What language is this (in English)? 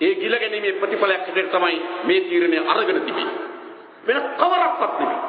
Sinhala